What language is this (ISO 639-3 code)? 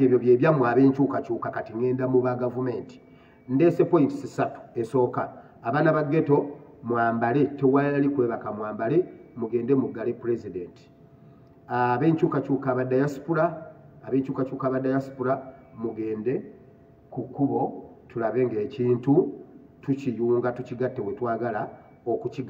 lug